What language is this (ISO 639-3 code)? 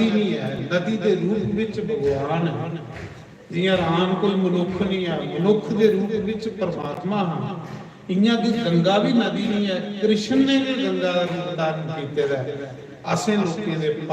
doi